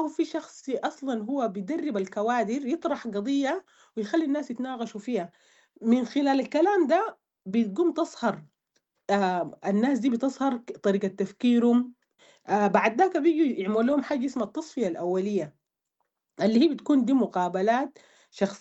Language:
Sudanese Arabic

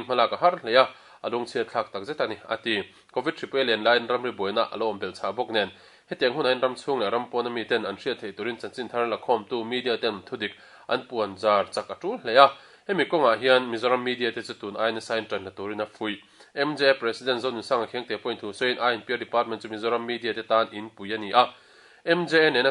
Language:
Mizo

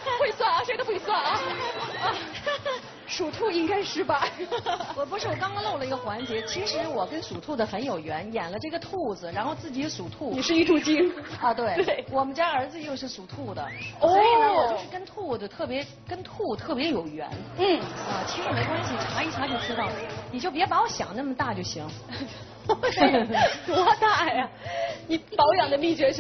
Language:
Chinese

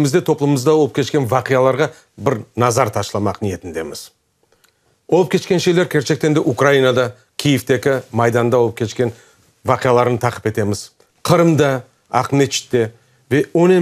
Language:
Crimean Tatar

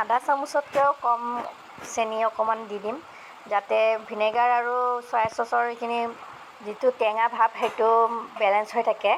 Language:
Assamese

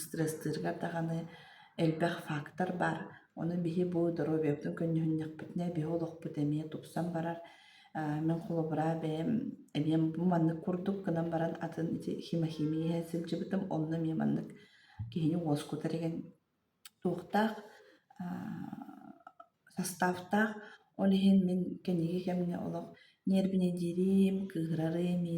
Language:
Yakut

